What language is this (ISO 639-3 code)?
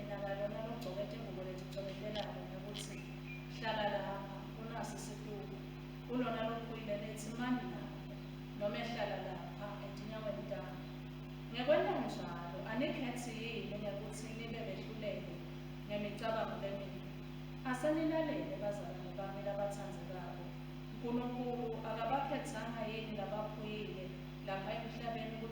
ssw